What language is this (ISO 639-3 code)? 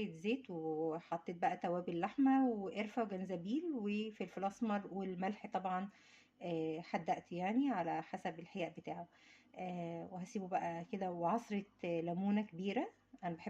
arz